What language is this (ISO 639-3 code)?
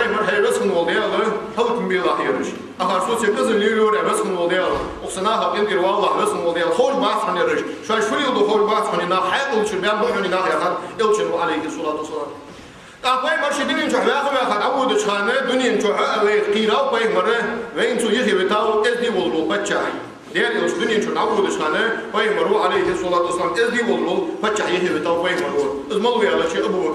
inh